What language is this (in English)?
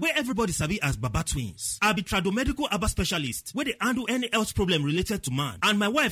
Nigerian Pidgin